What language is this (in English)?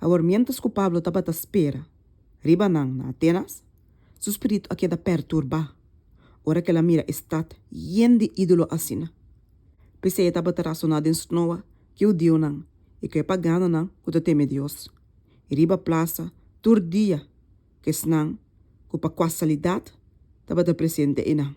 Papiamento